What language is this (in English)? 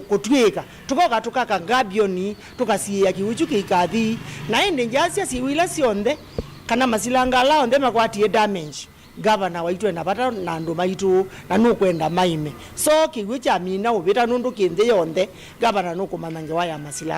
Kamba